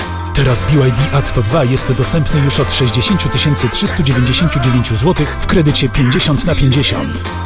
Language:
Polish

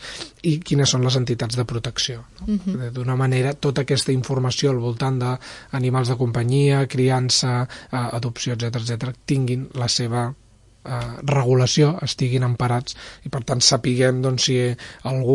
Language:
Catalan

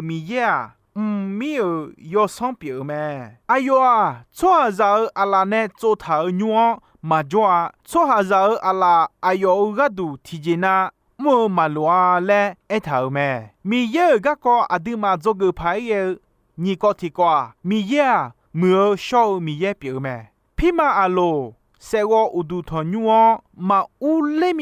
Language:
Akha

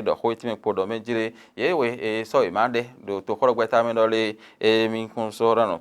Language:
Fon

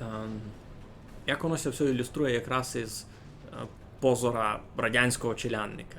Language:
Rusyn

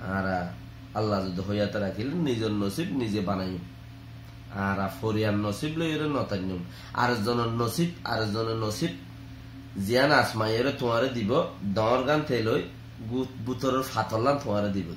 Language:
Rohingya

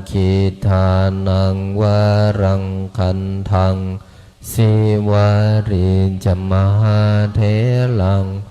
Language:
Pali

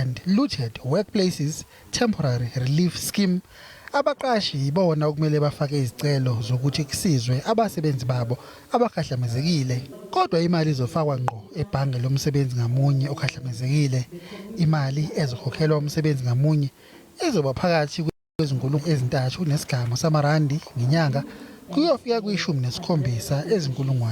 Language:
Zulu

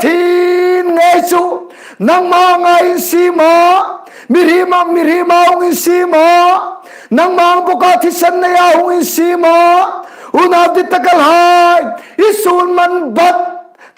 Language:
Hmar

